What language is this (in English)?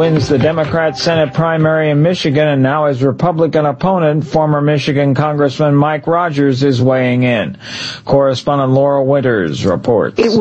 English